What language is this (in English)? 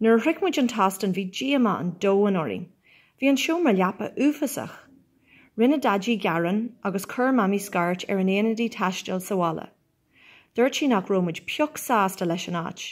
Irish